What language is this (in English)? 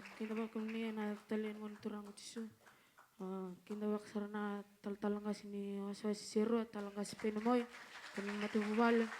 Fijian